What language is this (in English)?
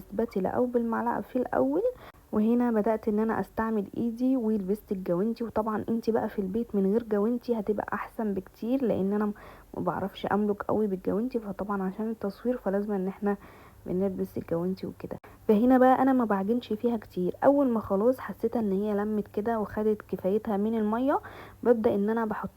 Egyptian Arabic